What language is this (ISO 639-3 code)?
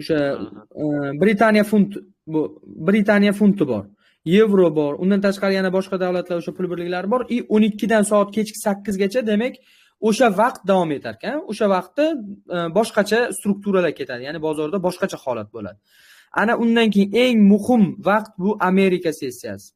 uzb